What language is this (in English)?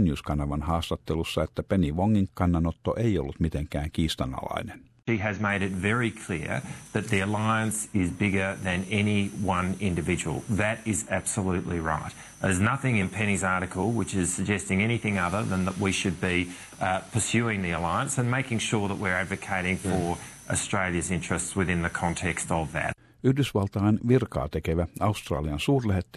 Finnish